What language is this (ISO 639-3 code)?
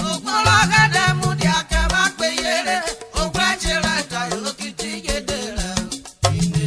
urh